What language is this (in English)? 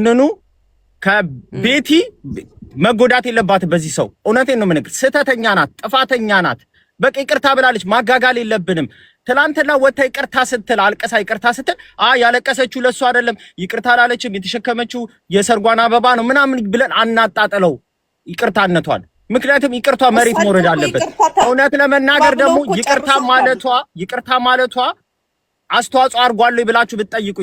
Amharic